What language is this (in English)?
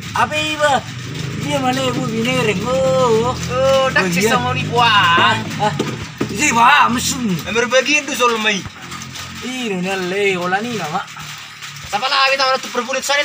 Batak Toba